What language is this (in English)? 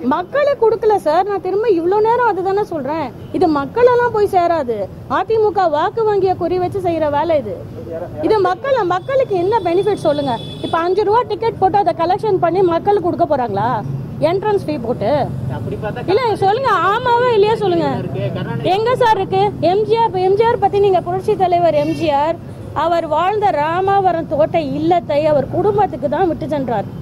Tamil